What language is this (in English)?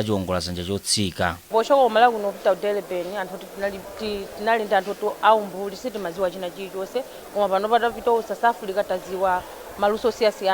Nyanja